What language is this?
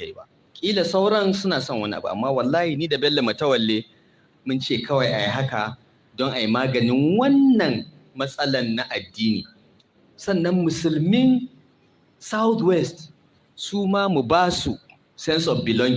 Hausa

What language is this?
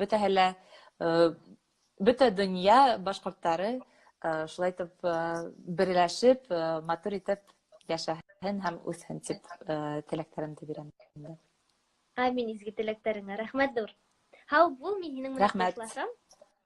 Bashkir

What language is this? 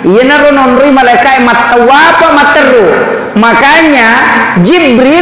Buginese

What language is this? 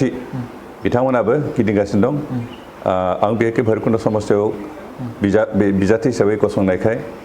Bodo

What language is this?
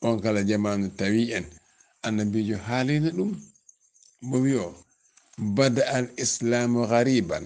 Fula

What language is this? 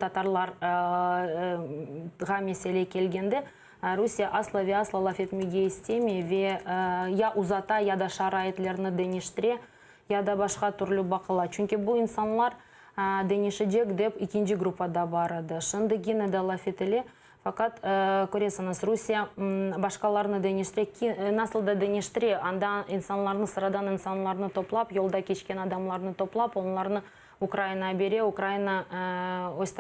Crimean Tatar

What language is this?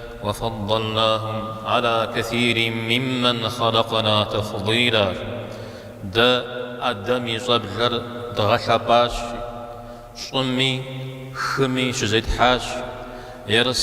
Kabardian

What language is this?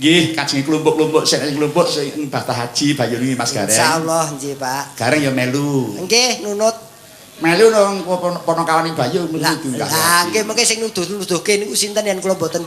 Javanese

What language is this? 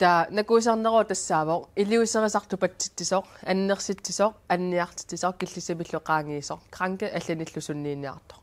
Kalaallisut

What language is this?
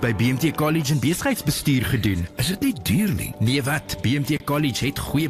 Afrikaans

